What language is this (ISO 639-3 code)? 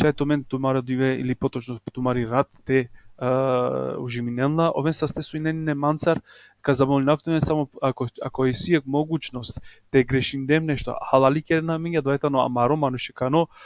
rmn